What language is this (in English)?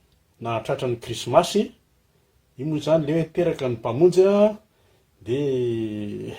Malagasy